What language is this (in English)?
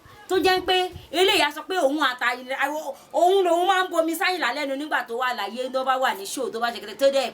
Yoruba